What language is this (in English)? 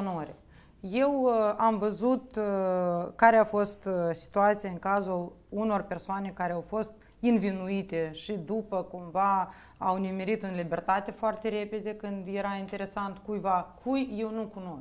Romanian